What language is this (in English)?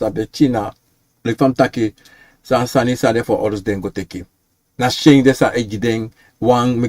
Sranan Tongo